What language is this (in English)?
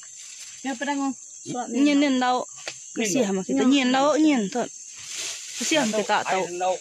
Iban